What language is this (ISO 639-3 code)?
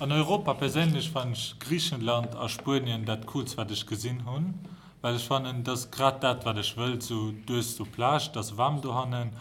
ltz